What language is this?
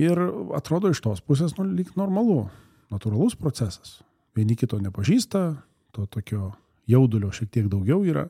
Lithuanian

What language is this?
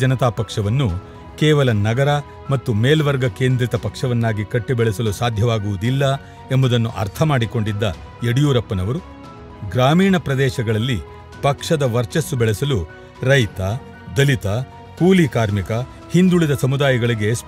Kannada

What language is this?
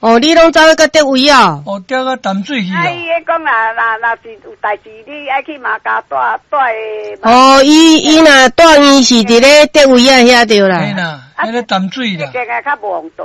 Min Nan Chinese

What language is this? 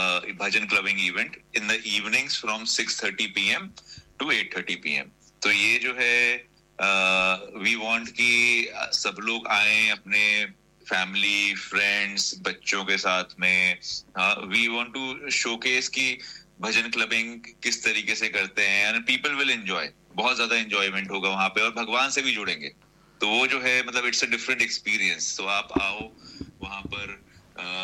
Hindi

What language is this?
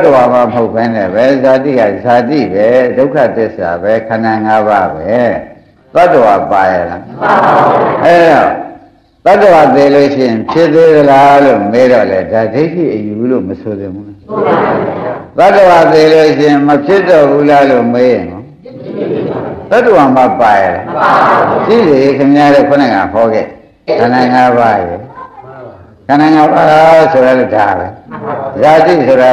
Burmese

